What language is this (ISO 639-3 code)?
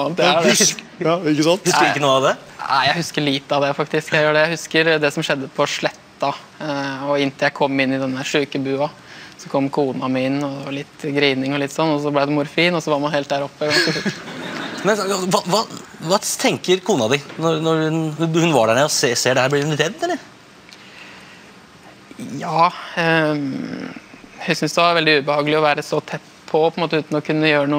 nor